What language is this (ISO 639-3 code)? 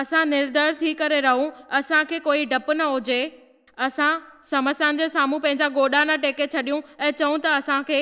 snd